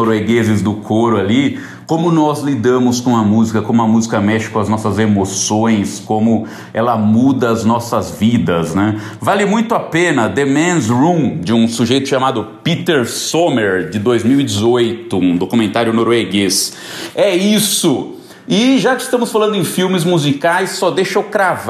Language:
Portuguese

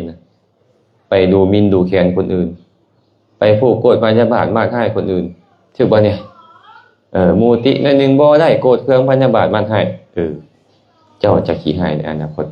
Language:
Lao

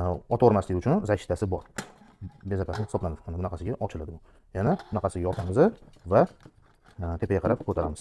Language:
Uzbek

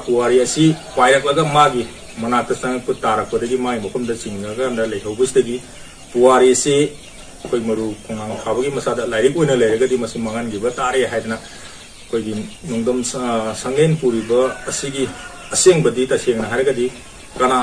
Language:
Manipuri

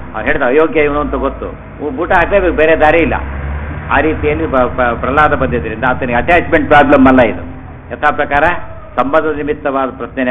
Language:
Kannada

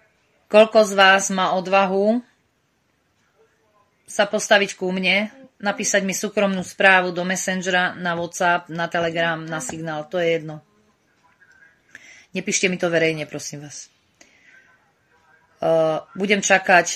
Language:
Slovak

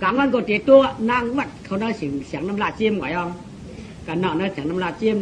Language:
Shan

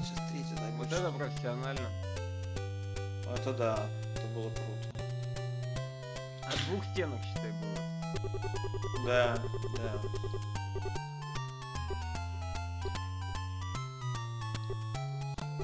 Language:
Russian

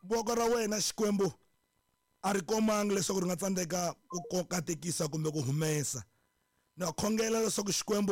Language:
Tsonga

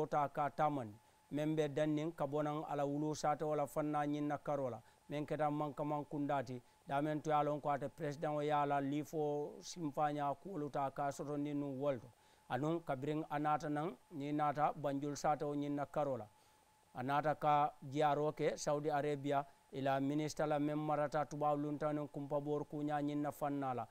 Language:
Mandingo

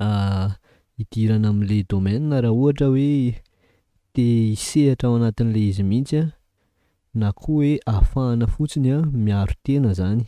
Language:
Malagasy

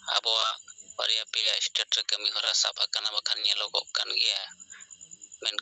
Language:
Santali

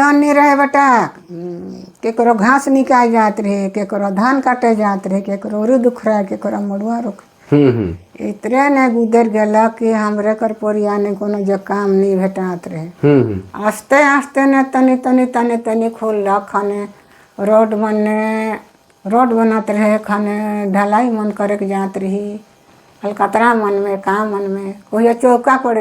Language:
Sadri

